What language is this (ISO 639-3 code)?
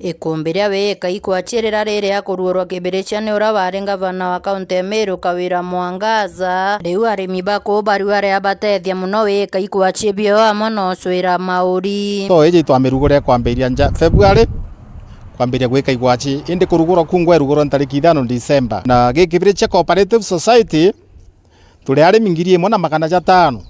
mer